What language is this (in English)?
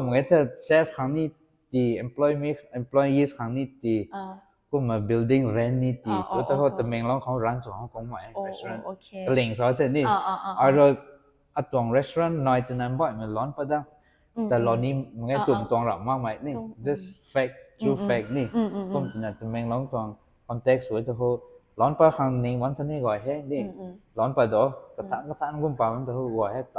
Rongmei Naga